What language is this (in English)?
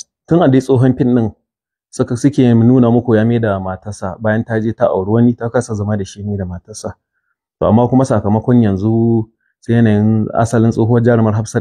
Hausa